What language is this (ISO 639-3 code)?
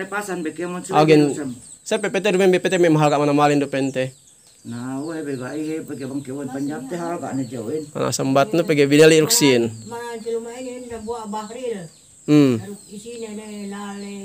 yka